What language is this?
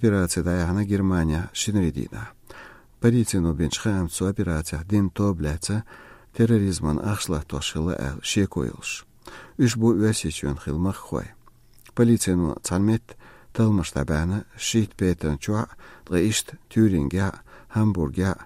Chechen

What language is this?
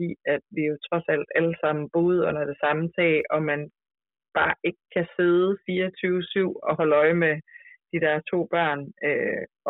Danish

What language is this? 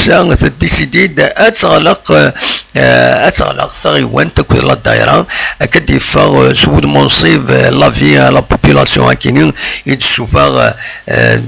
Kabyle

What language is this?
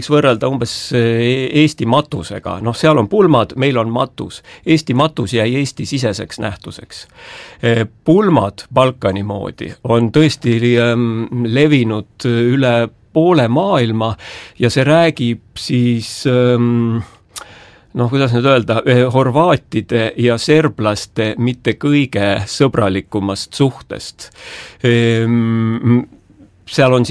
Estonian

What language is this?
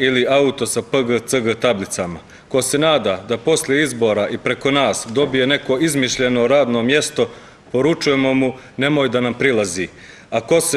Bosnian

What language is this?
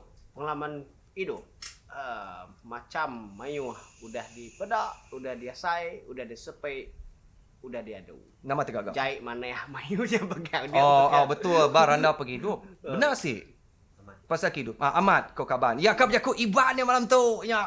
Iban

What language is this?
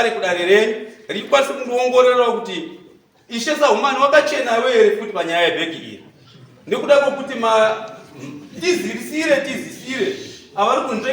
Shona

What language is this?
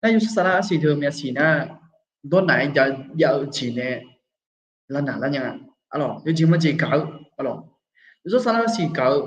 Akha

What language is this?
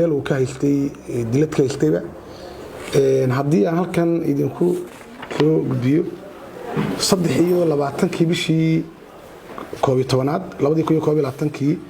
Somali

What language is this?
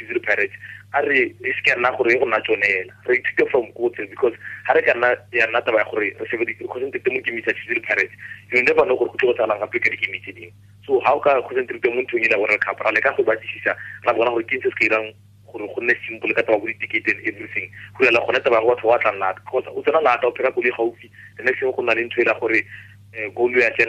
Tswana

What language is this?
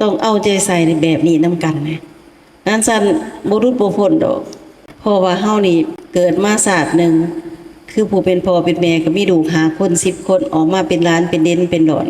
Lao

